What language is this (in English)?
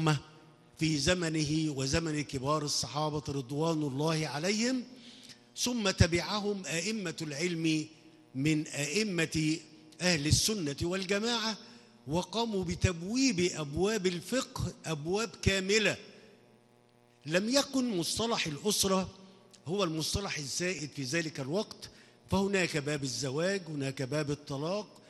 Arabic